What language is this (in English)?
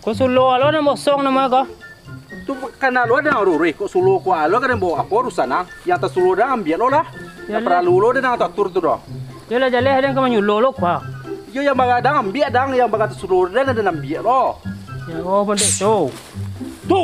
Minangkabau